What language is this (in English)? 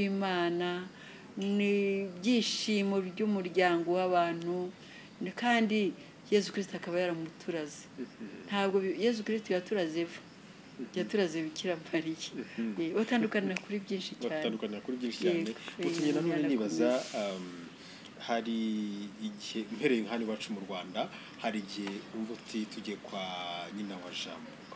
Kinyarwanda